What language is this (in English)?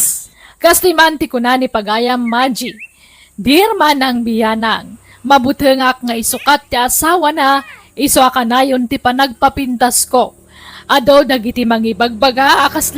Iloko